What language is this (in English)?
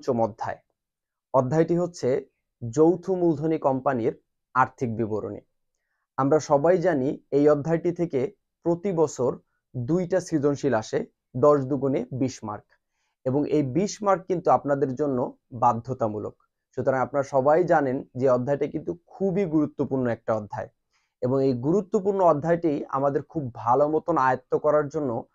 Bangla